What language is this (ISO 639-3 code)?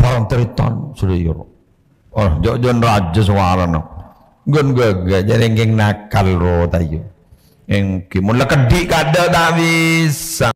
mad